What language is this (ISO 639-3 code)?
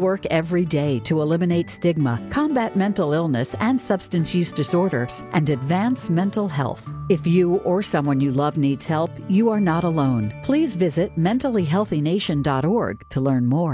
eng